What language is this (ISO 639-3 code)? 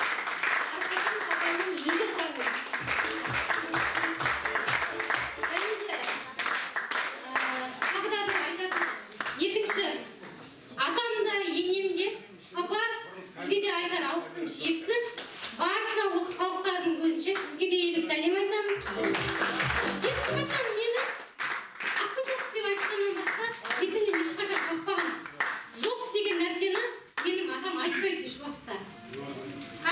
kaz